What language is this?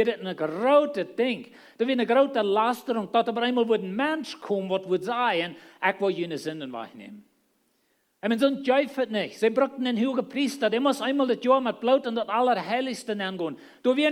Plautdietsch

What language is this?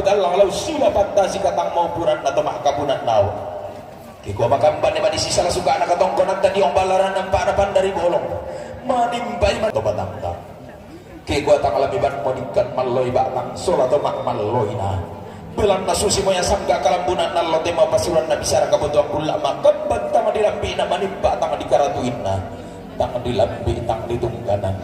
Toraja-Sa'dan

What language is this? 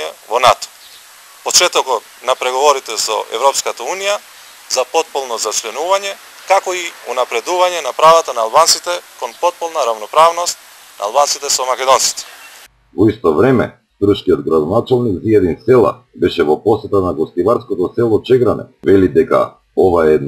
Macedonian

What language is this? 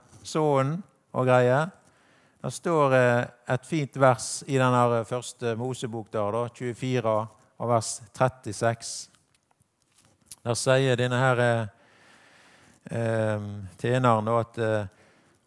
Norwegian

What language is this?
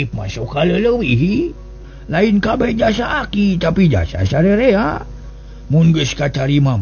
Sundanese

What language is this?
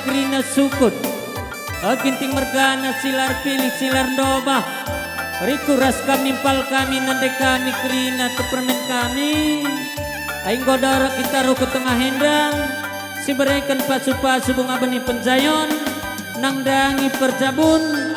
Batak Karo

